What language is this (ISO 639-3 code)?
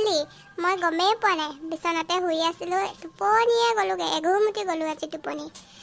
asm